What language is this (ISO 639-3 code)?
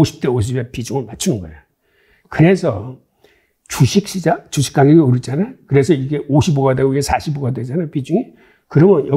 kor